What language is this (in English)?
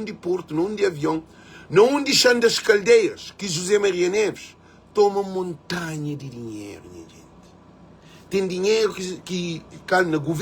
Kabuverdianu